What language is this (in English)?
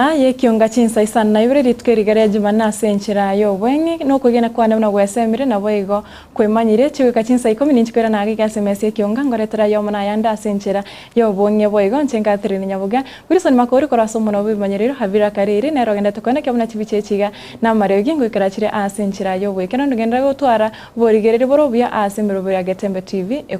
Gusii